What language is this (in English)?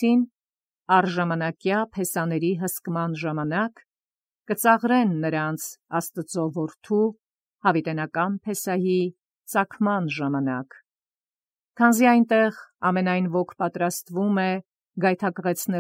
Armenian